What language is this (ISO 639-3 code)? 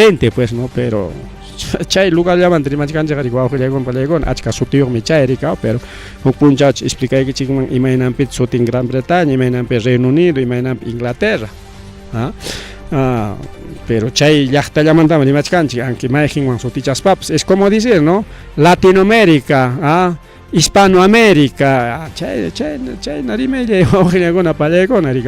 quy